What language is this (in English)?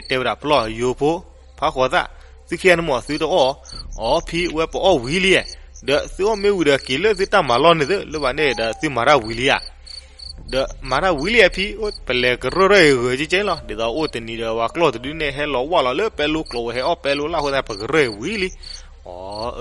S'gaw Karen